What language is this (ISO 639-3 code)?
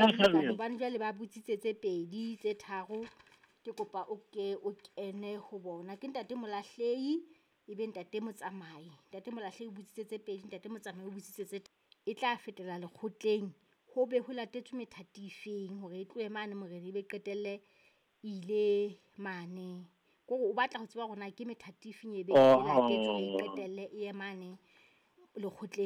sot